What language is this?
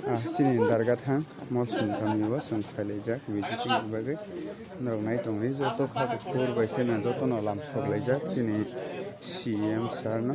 Kok Borok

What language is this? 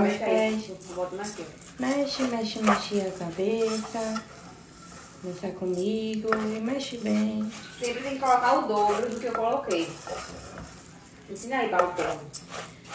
Portuguese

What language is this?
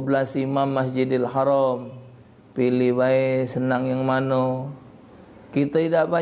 Musi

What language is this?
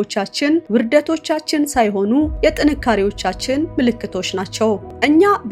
Amharic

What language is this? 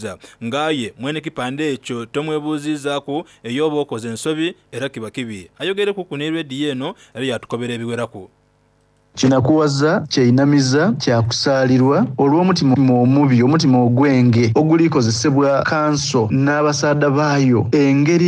Soga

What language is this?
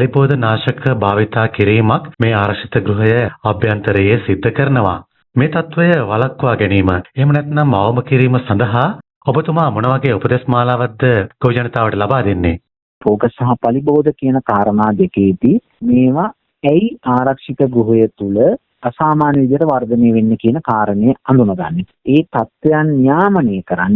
Sinhala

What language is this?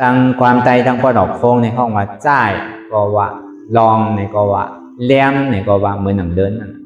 Shan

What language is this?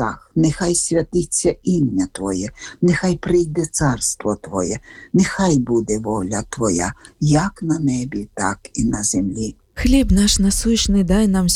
Ukrainian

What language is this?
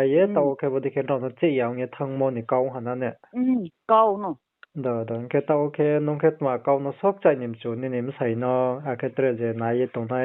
Riang (India)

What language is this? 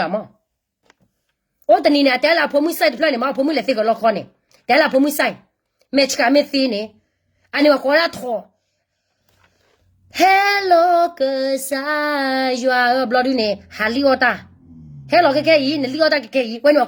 S'gaw Karen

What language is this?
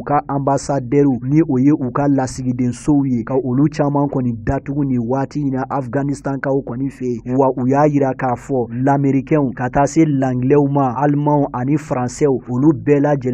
Bambara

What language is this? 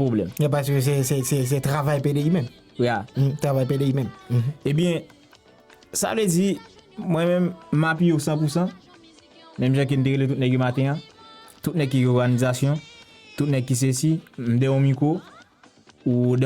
Haitian Creole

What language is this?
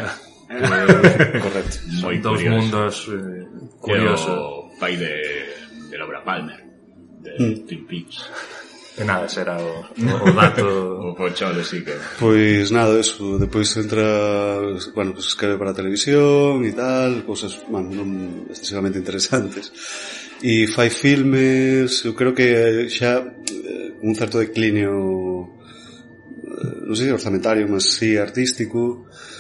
Galician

